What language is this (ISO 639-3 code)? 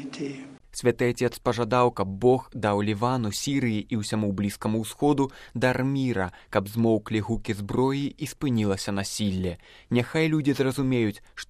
bel